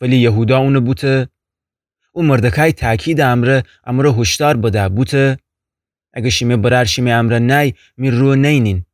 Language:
Gilaki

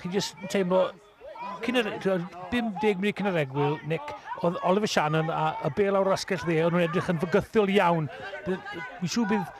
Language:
Welsh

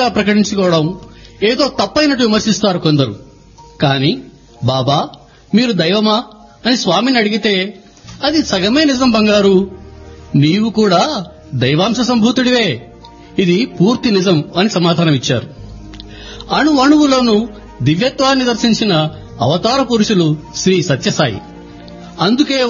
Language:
Telugu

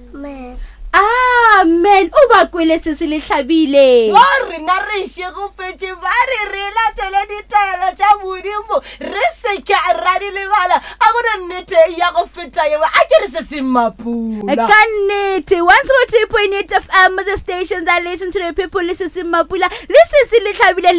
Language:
Northern Sotho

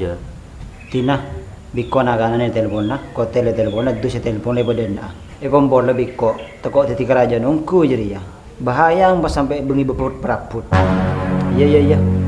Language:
Madurese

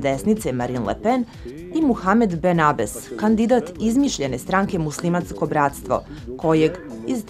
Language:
Serbian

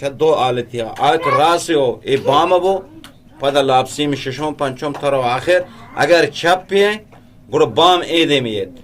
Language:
Eastern Balochi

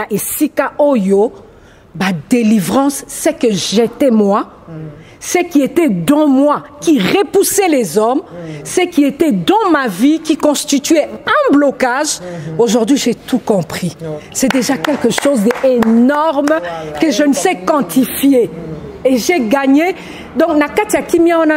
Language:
Lingala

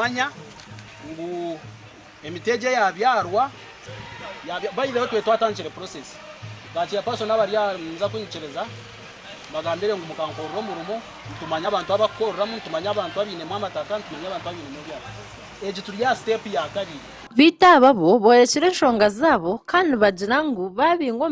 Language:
Nyankole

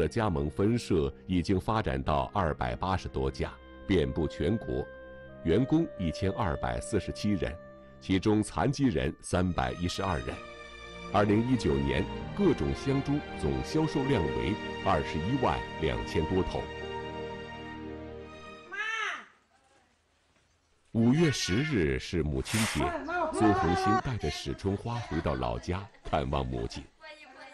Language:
Chinese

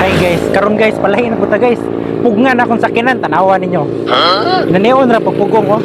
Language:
Cebuano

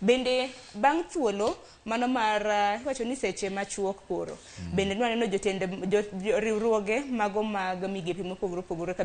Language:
Luo (Kenya and Tanzania)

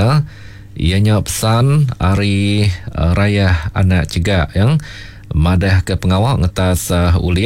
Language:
Iban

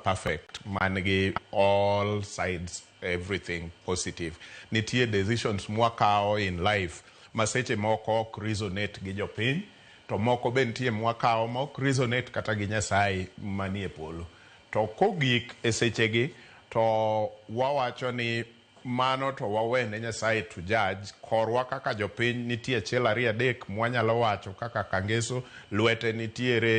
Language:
Luo (Kenya and Tanzania)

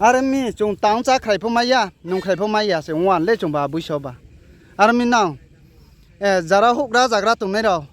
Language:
Riang (India)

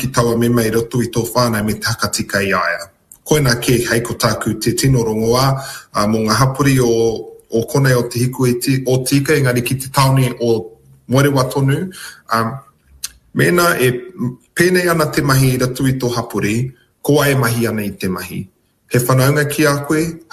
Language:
Māori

